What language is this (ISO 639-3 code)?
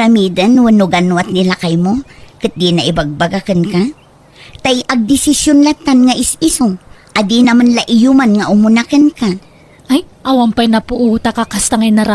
ilo